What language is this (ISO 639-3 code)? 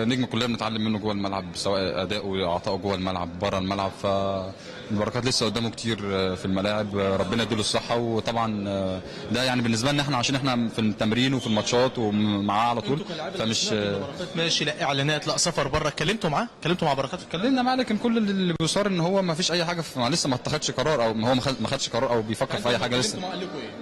arz